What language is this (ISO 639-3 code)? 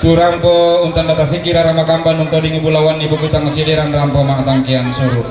sda